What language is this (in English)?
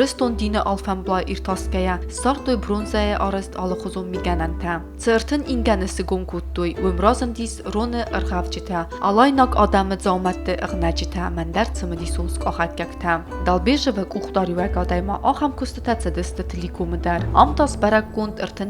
Ossetic